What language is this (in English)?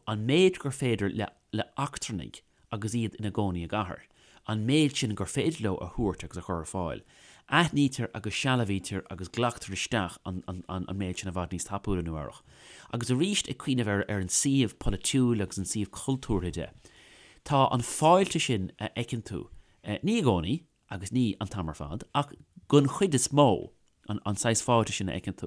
Irish